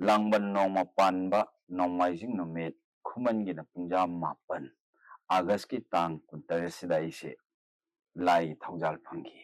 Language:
Manipuri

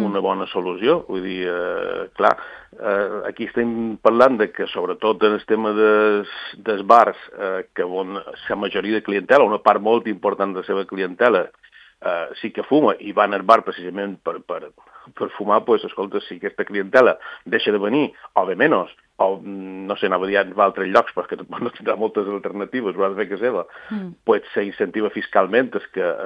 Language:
Catalan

